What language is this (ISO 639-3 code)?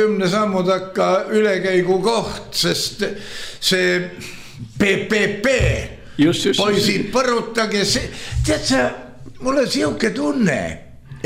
est